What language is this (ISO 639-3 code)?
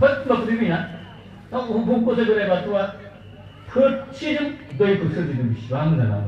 brx